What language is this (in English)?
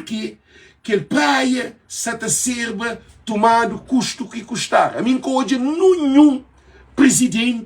Kabuverdianu